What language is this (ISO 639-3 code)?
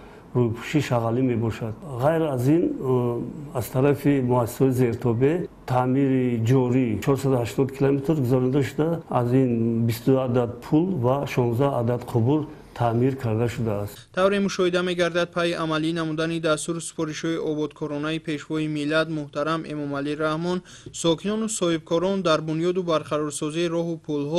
tgk